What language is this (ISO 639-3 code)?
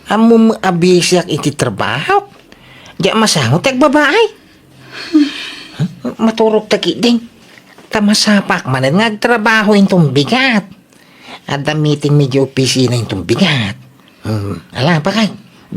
ilo